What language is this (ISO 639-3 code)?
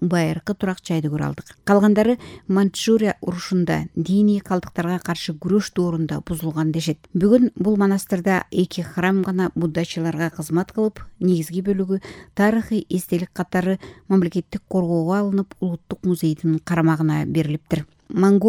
kir